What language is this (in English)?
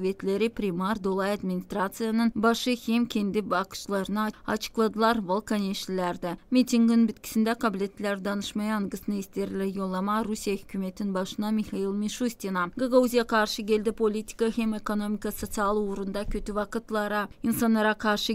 Gagauz